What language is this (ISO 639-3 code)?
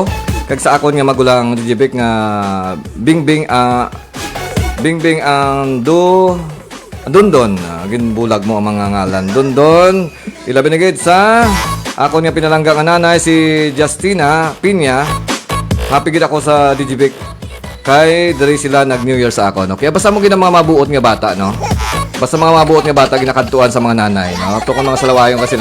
hil